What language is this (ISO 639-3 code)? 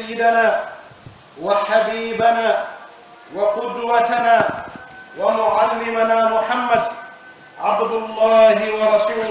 fuf